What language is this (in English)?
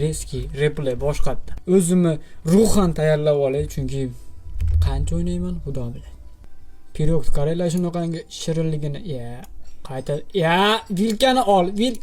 Uzbek